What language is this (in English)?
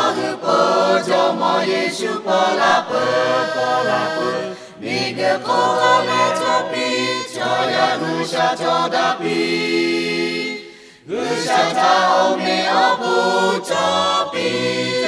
Lahu